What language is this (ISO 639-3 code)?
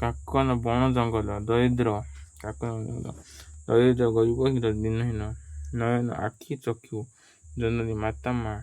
ori